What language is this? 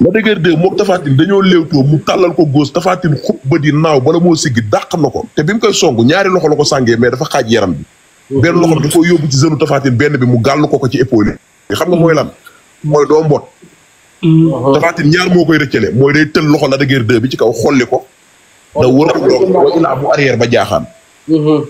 Wolof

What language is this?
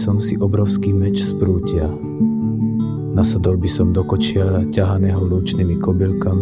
Slovak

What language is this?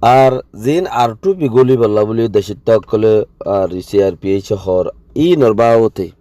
Rohingya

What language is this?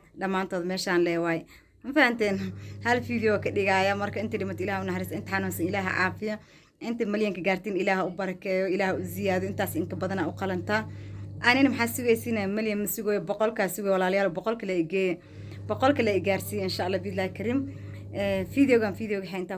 Somali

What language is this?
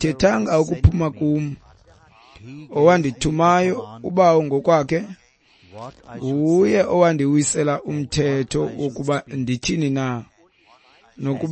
Xhosa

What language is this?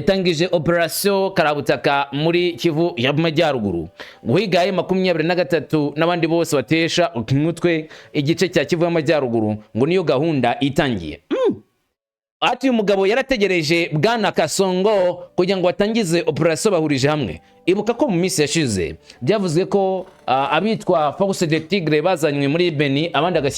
Kinyarwanda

